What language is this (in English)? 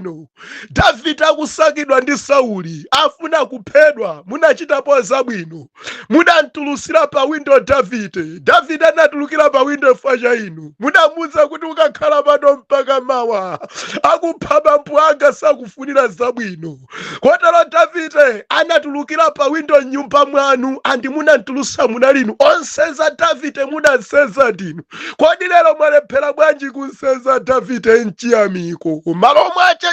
Nyanja